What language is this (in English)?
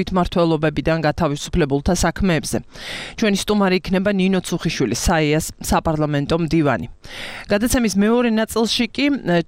Georgian